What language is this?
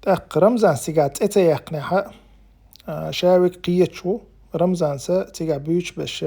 Chechen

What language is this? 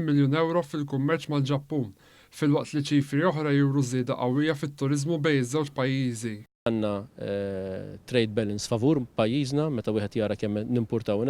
Maltese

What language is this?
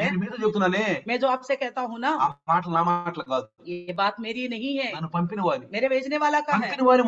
Telugu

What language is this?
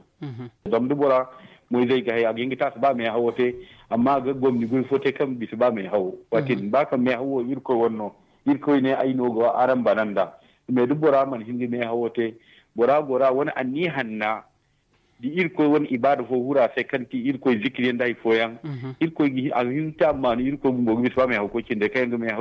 Zarma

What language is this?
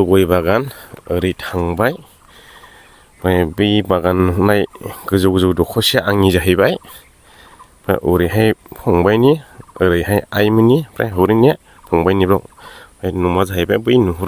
Bodo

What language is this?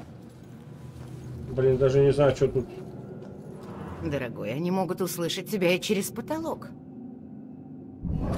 Russian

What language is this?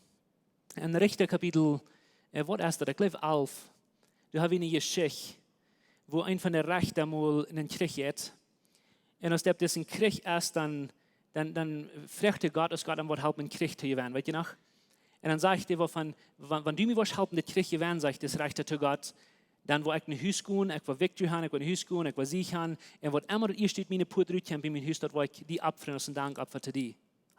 Plautdietsch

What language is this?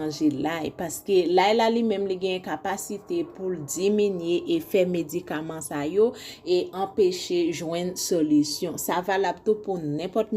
Haitian Creole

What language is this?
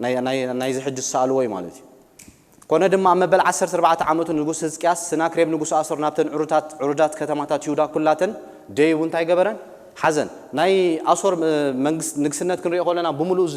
Tigrinya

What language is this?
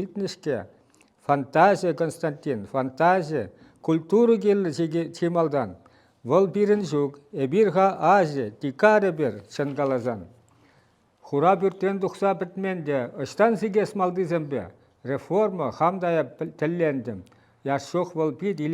Chuvash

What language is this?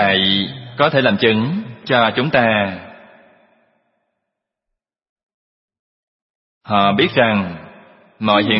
Vietnamese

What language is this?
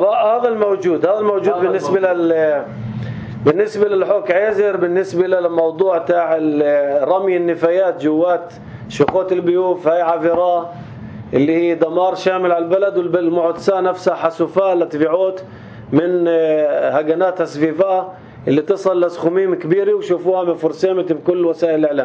North Levantine Arabic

